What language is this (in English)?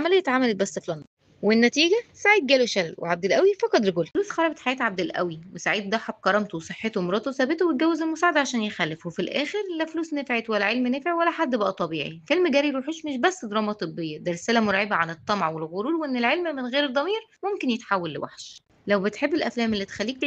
Egyptian Arabic